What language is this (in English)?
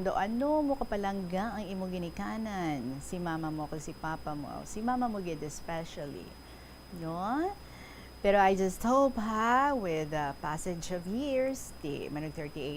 Hiligaynon